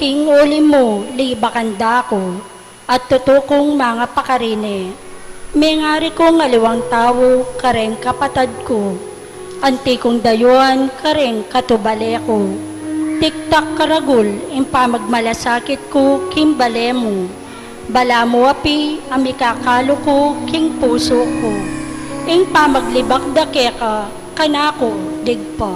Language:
Pampanga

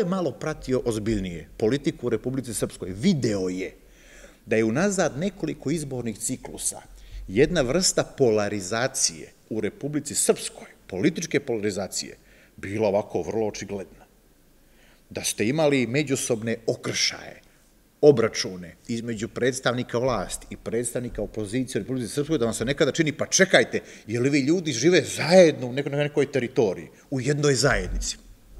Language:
Serbian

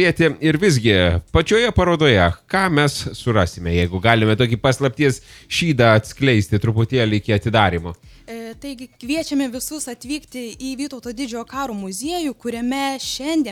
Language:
Lithuanian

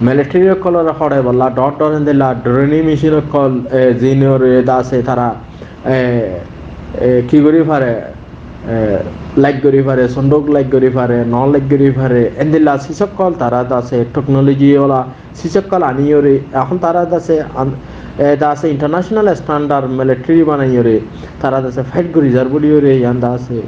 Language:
Rohingya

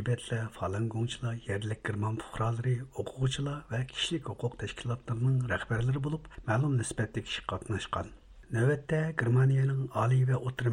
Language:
Uyghur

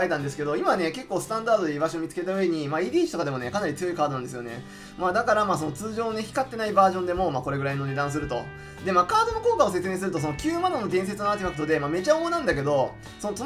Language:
Japanese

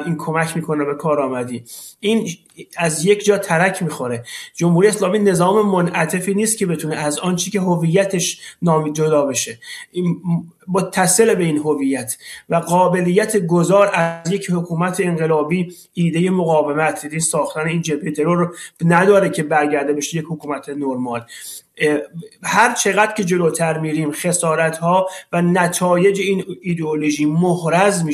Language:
Persian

